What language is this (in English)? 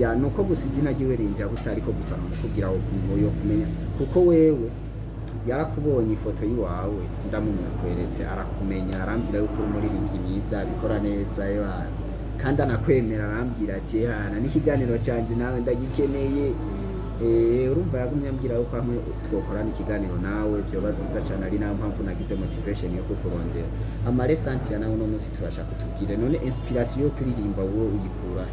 Rundi